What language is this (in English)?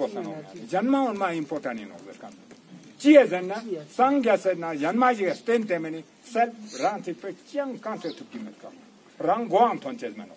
Ladakhi